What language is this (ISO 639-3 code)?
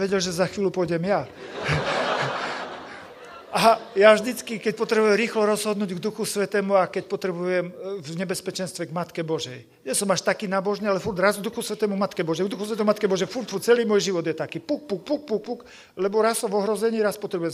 slk